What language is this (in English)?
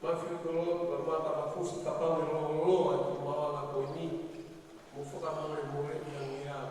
Tongan